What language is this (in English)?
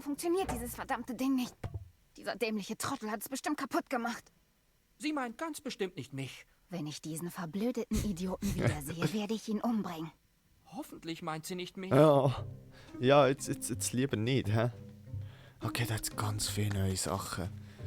Swiss German